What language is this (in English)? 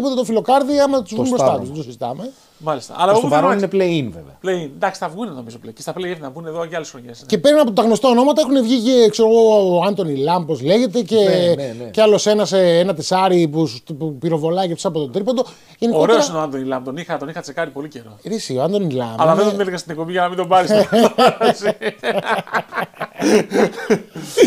Greek